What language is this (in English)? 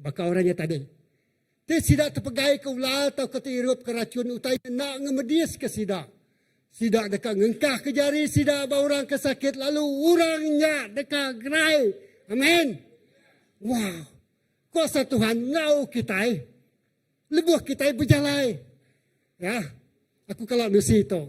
Iban